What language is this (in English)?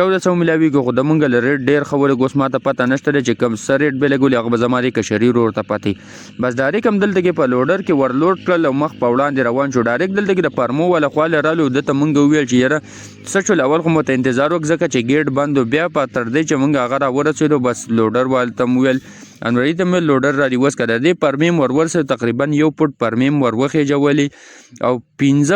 Pashto